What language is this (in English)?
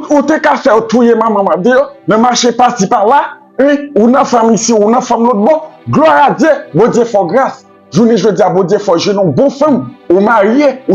Haitian Creole